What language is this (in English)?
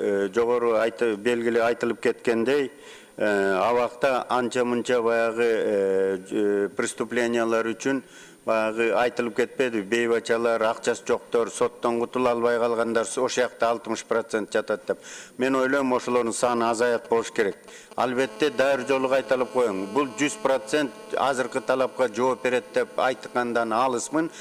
Kyrgyz